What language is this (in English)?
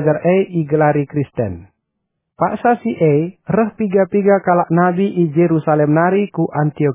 Batak Karo